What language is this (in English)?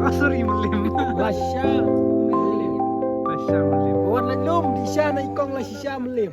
Khasi